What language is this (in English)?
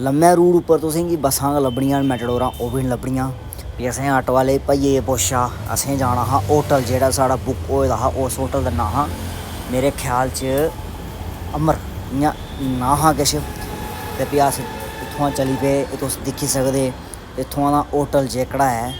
Dogri